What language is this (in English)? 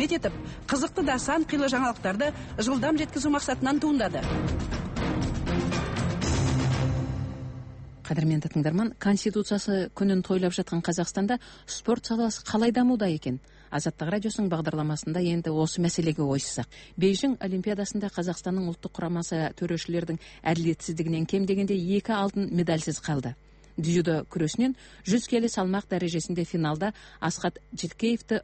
Kazakh